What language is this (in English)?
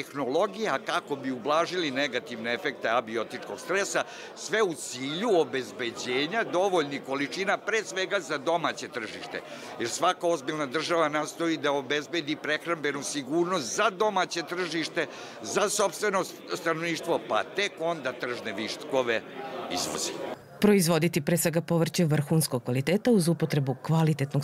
Serbian